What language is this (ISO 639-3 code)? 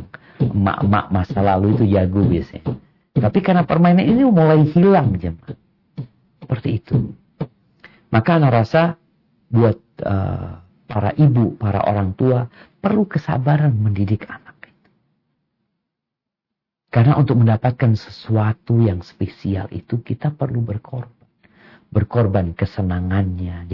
ind